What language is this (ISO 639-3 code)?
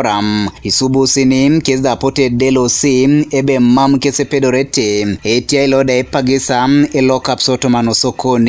teo